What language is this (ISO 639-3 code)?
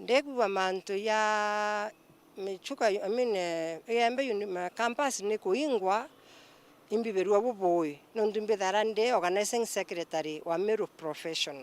mer